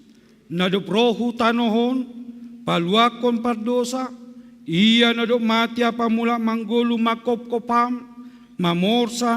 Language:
Batak Simalungun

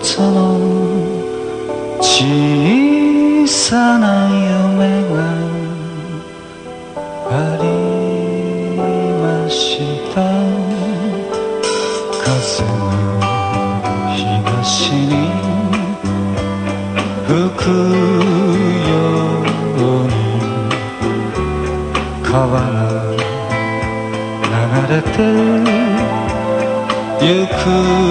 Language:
Japanese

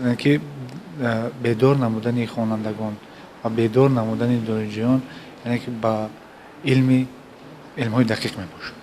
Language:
Tajik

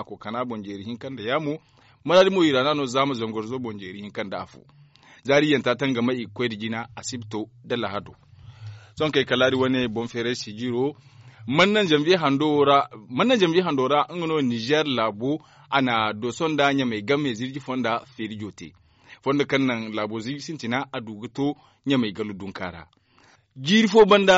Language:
Zarma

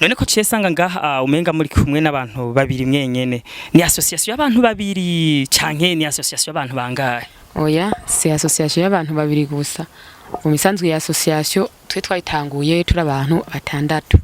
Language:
Rundi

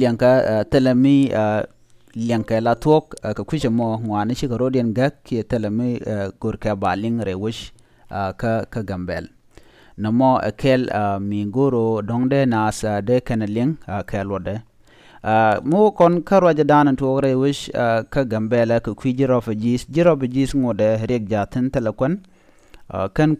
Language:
Nuer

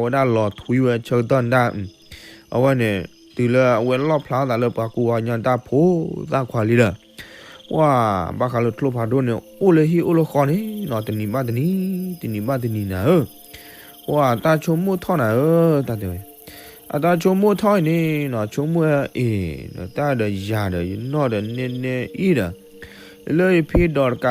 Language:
S'gaw Karen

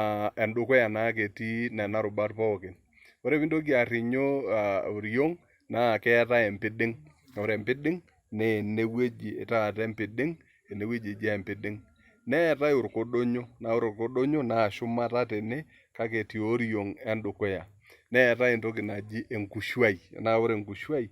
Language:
Masai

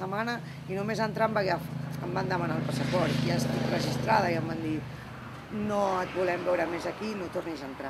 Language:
Catalan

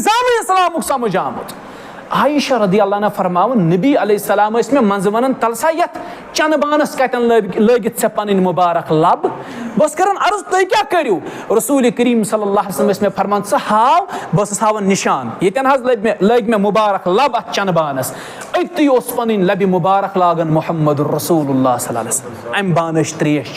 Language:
Kashmiri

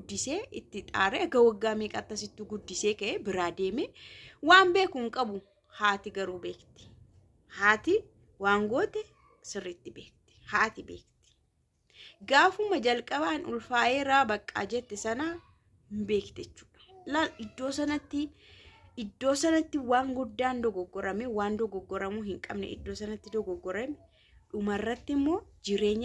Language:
Oromo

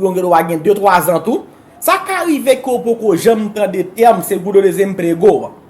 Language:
Haitian Creole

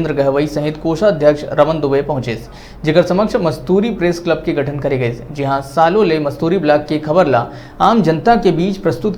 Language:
Chhattisgarhi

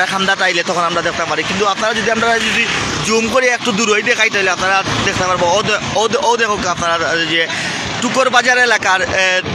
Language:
Sylheti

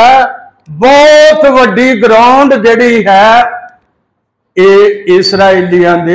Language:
Punjabi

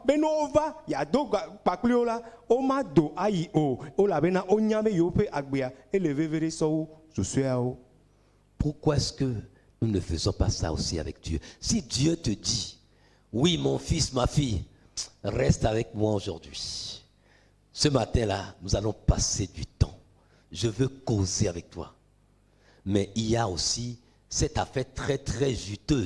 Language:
Ewe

